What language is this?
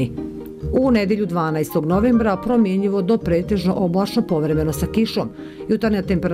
Bosnian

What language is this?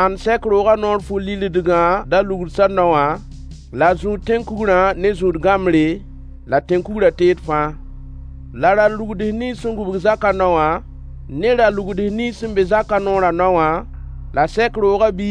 Mossi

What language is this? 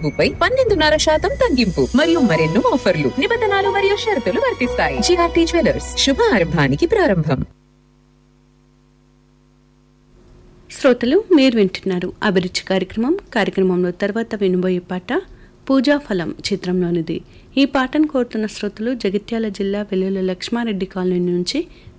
Telugu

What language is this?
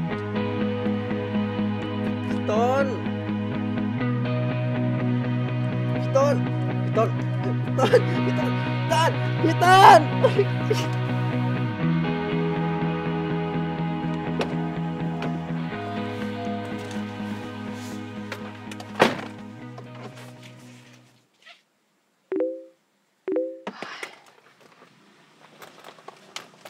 Thai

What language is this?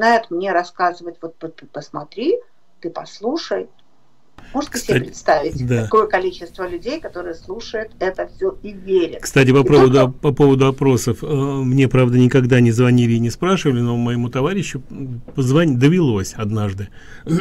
Russian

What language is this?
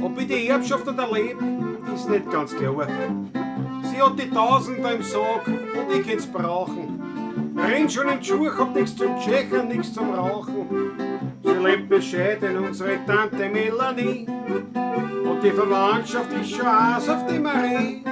Bavarian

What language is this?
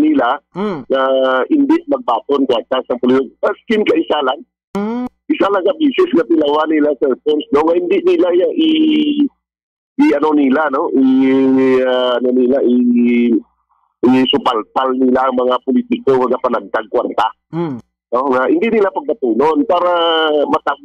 Hiligaynon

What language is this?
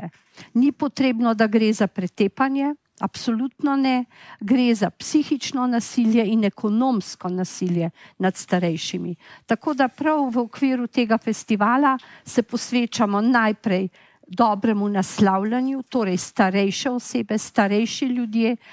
Slovenian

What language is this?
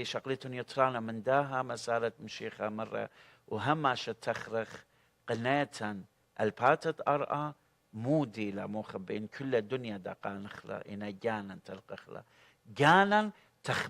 Assyrian Neo-Aramaic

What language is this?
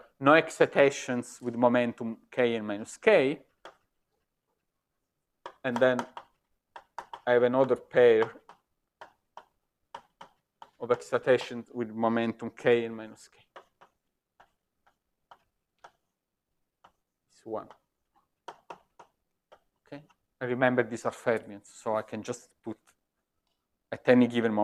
English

